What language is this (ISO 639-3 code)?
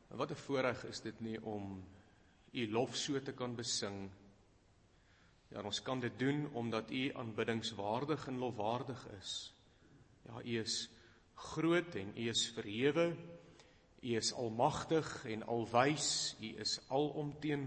afr